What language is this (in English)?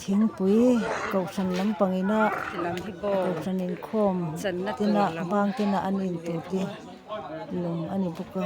Mizo